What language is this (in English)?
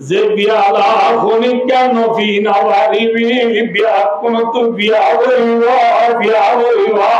Rohingya